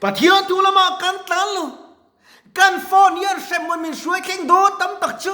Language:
Mizo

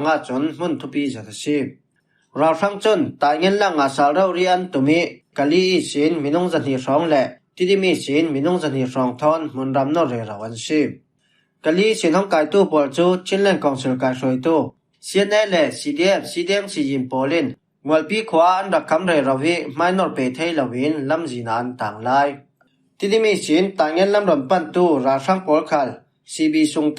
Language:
Falam Chin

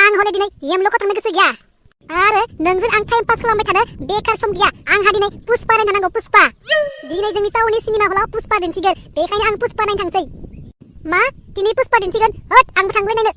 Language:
Bodo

